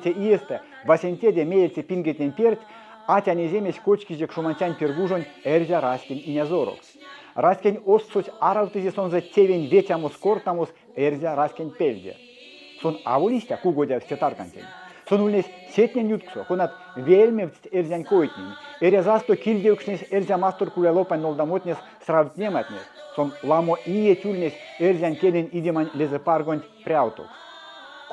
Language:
Erzya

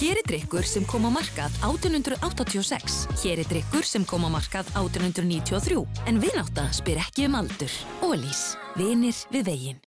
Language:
Icelandic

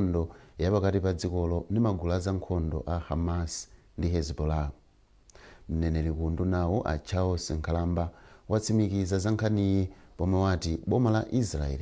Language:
Nyanja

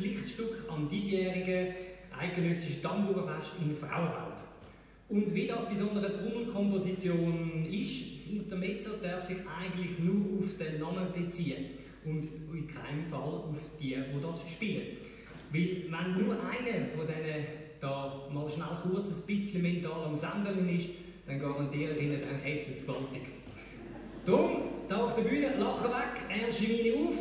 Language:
German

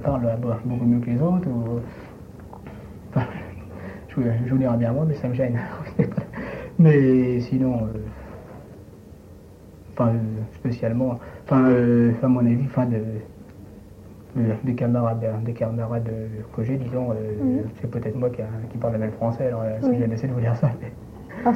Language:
French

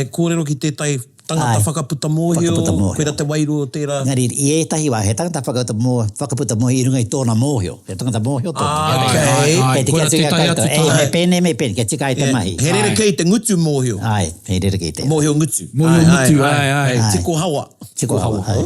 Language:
Māori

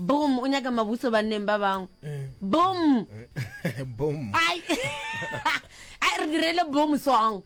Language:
Northern Sotho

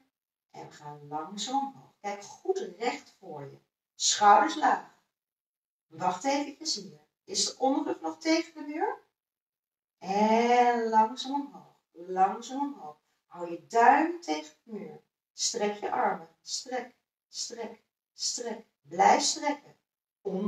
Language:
Dutch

